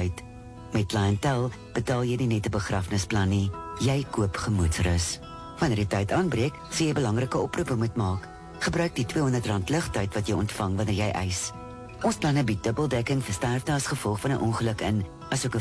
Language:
Afrikaans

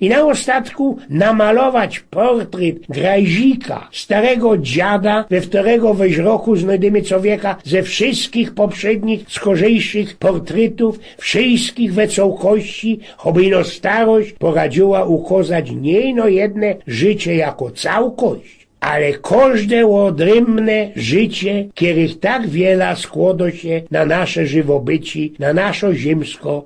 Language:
Silesian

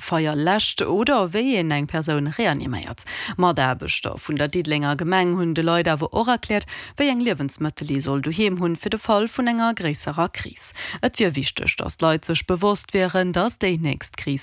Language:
Luxembourgish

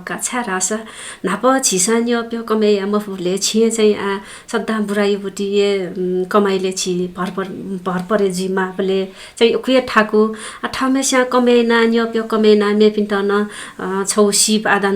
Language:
Newari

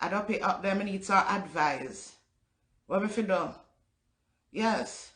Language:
Jamaican Creole English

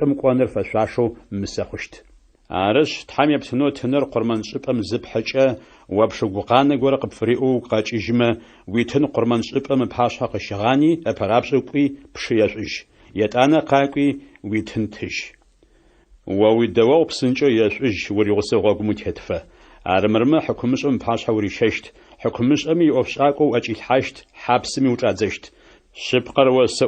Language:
Adyghe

